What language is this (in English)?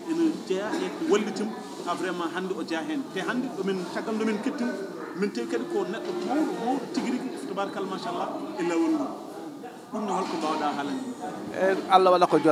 Fula